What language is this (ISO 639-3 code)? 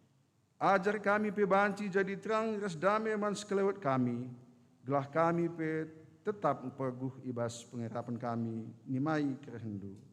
btx